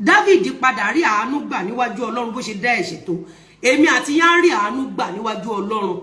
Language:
Yoruba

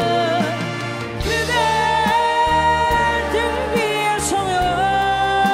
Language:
Korean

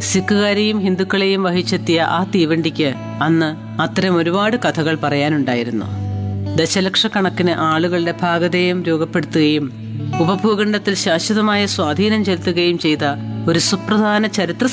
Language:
Malayalam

